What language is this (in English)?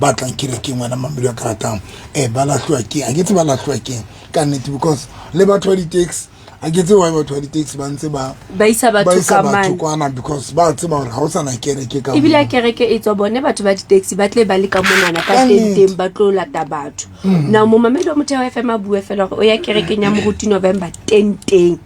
Southern Sotho